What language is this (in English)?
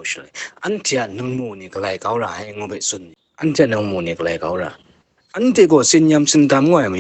Kachin